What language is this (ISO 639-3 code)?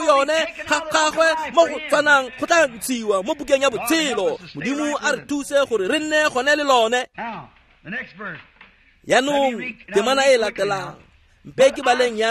tsn